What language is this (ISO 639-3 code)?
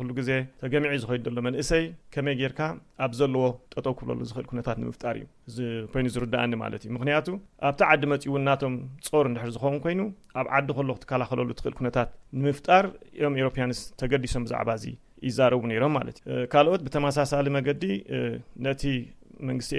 tir